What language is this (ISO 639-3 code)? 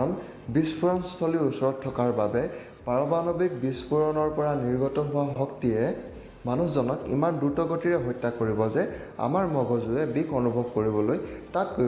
asm